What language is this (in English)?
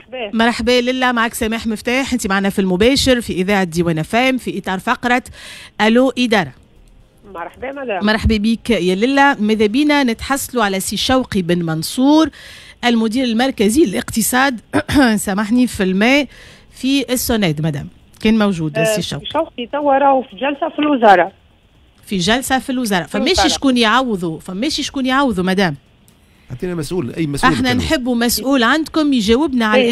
Tunisian Arabic